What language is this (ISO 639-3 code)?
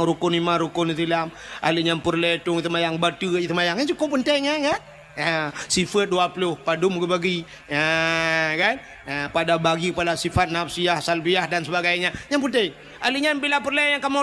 ace